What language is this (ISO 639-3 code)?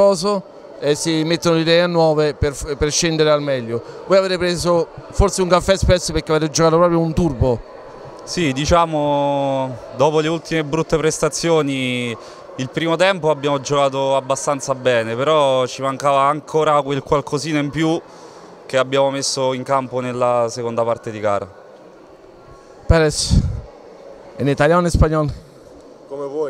ita